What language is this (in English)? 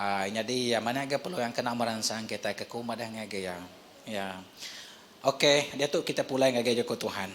Iban